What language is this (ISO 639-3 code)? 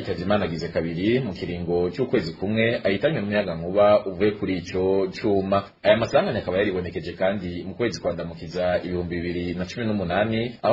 run